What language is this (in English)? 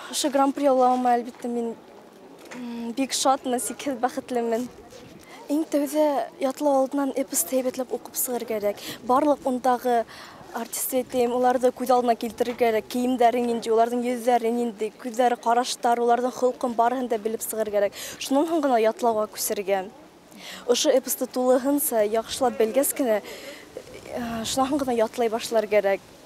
Bashkir